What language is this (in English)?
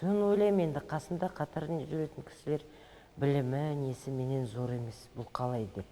Kazakh